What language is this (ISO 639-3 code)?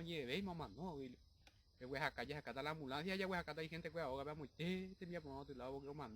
grn